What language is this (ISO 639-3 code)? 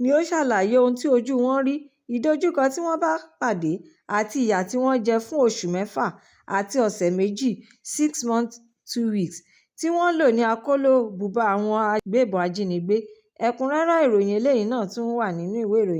yor